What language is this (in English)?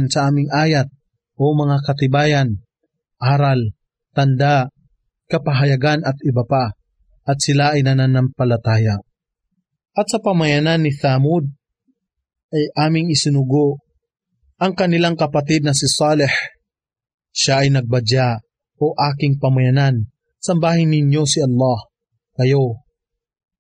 Filipino